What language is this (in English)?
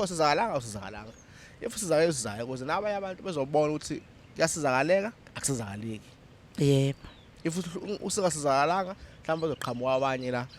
Zulu